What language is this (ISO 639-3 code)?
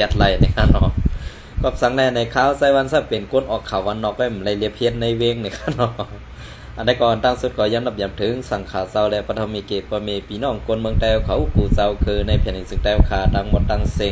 shn